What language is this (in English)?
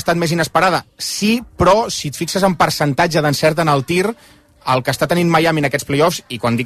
Catalan